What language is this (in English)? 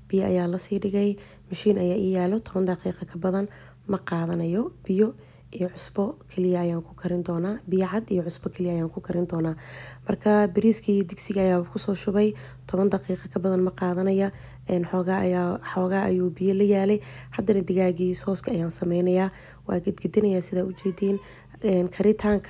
Somali